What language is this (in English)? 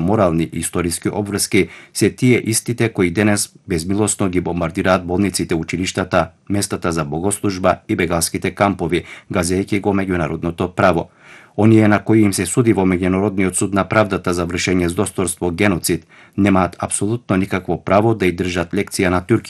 Macedonian